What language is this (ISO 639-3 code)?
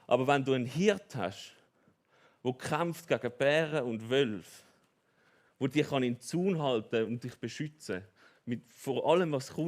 gsw